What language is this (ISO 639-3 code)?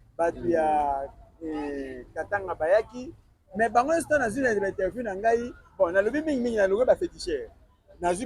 lin